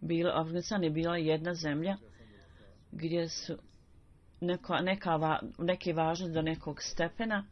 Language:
Bosnian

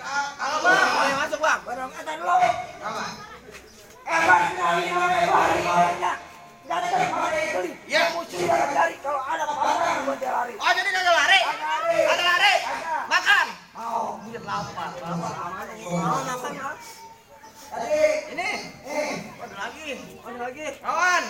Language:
Betawi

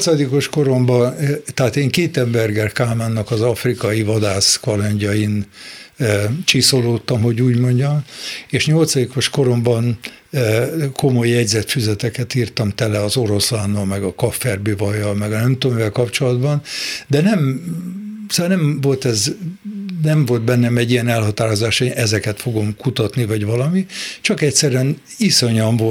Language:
Hungarian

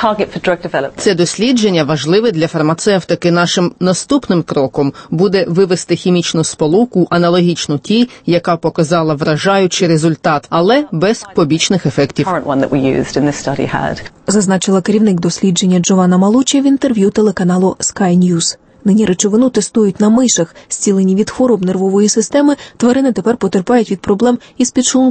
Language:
Ukrainian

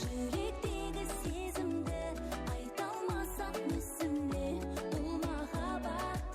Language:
Kara-Kalpak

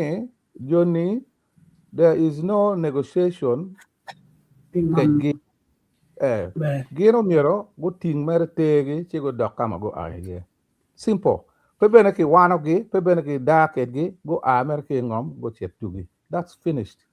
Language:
Acoli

